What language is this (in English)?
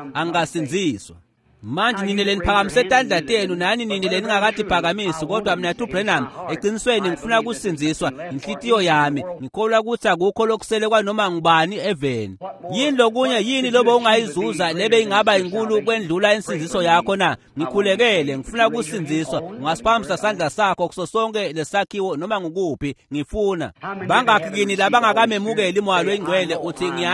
Swati